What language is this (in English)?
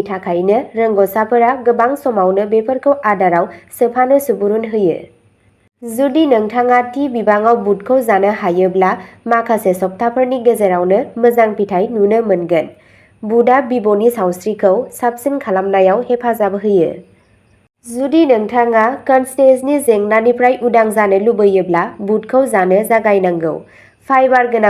Bodo